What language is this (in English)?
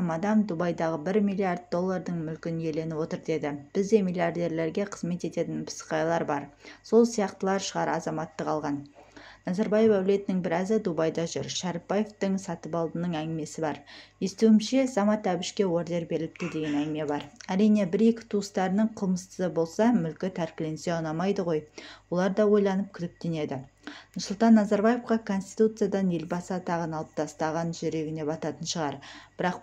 Kazakh